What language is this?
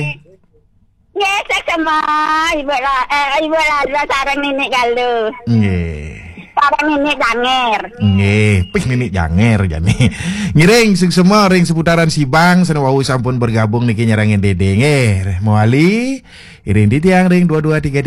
Balinese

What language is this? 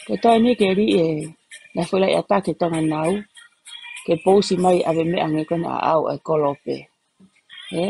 Tongan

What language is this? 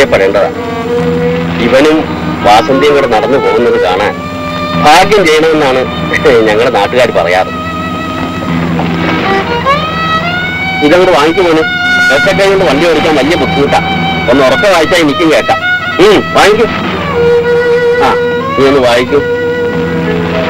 Malayalam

